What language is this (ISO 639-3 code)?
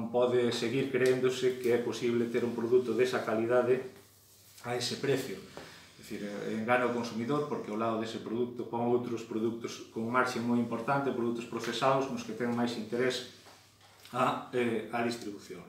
glg